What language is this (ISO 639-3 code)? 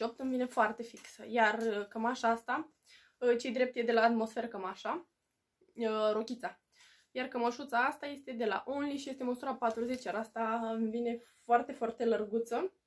ron